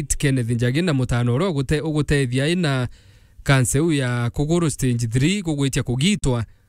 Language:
Meru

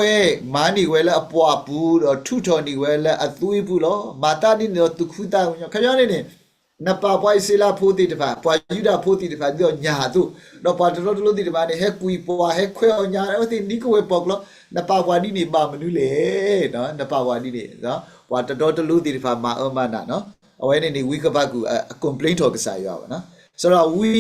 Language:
S'gaw Karen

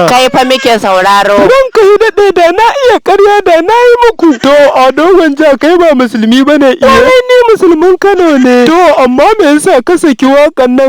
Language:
Hausa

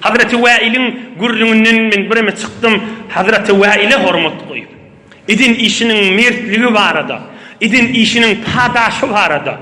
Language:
Turkmen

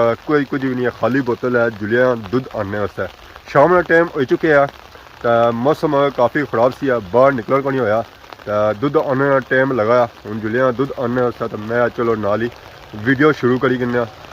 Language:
Pahari-Potwari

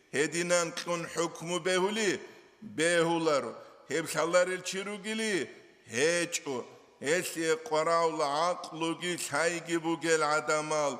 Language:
Avaric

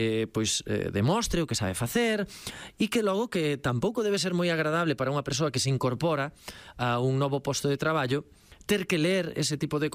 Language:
Galician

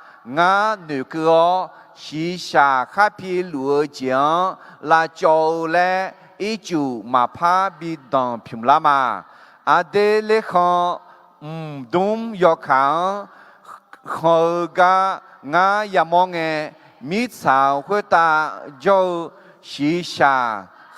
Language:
Akha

